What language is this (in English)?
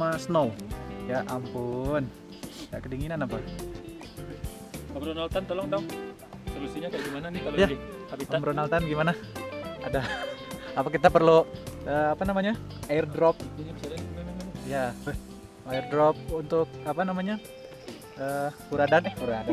Indonesian